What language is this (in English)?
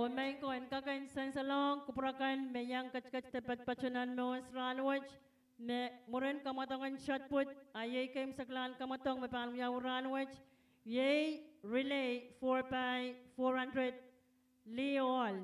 Pohnpeian